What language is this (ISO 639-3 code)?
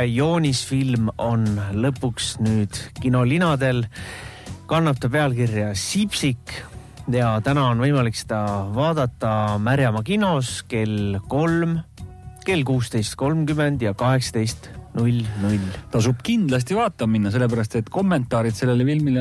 est